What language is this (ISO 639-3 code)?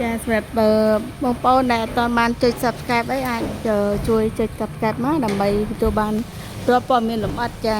khm